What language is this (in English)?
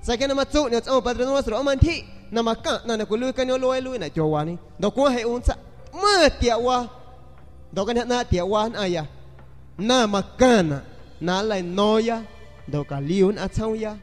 San Pedro Amuzgos Amuzgo